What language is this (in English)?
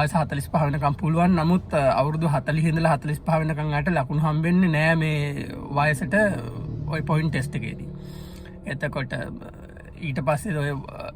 Sinhala